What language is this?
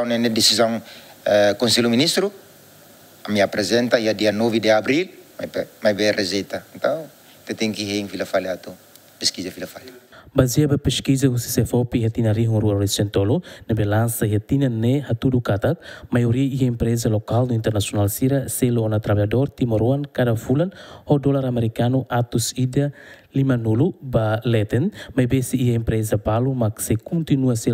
Tetum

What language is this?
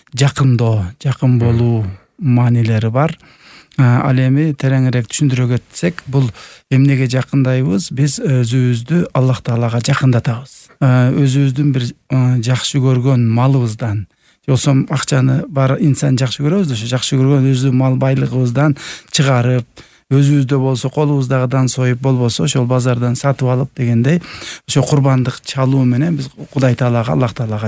Kyrgyz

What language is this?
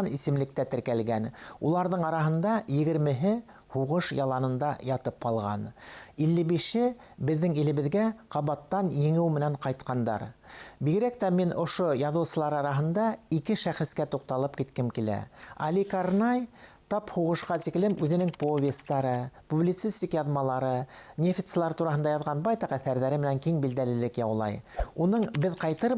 Bashkir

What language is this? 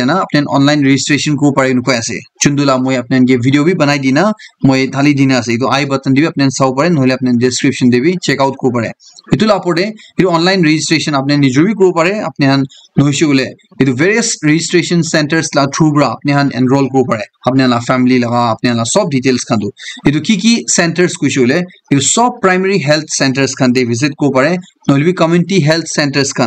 Naga Pidgin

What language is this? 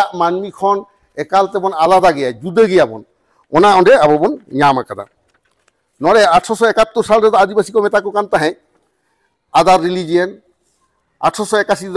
Santali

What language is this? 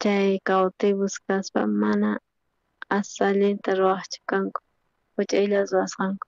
South Bolivian Quechua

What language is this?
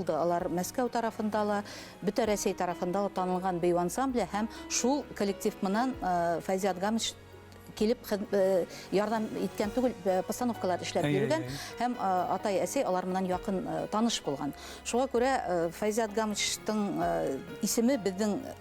Bashkir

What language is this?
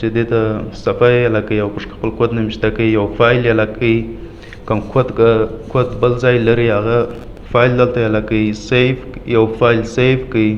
Pashto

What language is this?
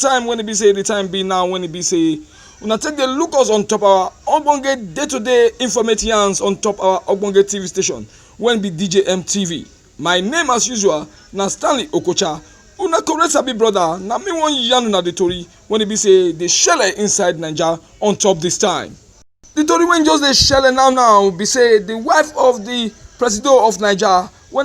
Nigerian Pidgin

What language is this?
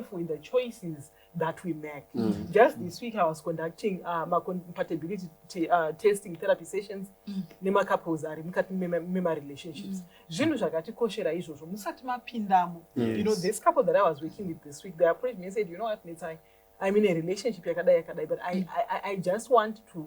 Shona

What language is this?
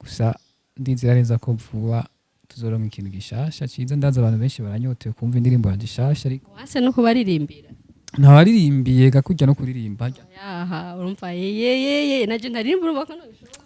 Rundi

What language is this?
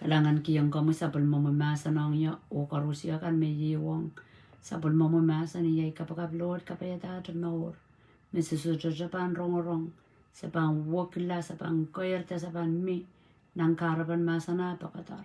Pohnpeian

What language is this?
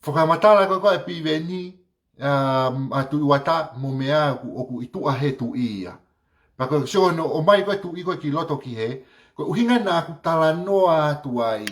Tongan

